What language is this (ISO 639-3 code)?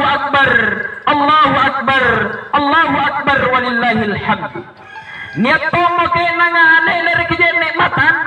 mak